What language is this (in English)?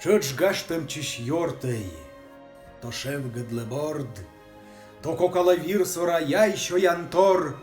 Komi